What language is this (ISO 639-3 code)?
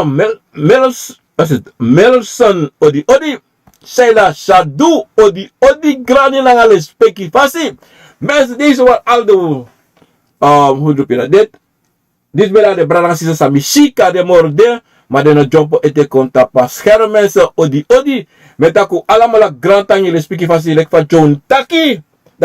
srn